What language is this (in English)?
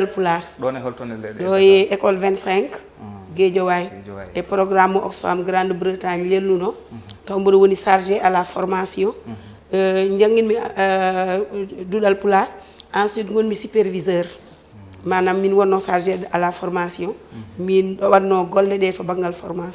Fula